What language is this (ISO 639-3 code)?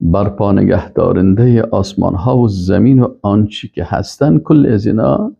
fas